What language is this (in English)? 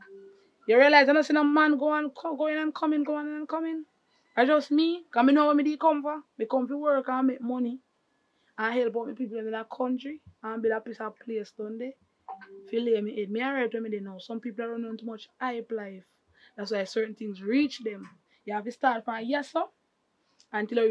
Jamaican Creole English